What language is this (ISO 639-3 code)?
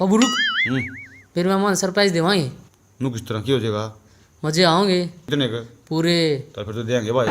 bgc